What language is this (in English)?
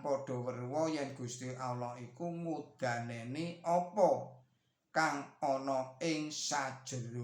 Javanese